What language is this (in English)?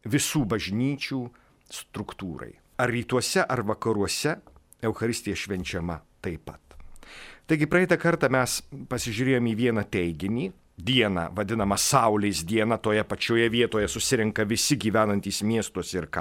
Lithuanian